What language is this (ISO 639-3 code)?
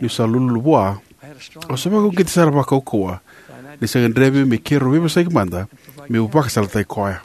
fij